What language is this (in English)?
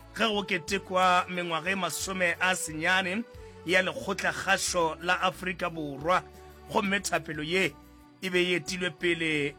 Northern Sotho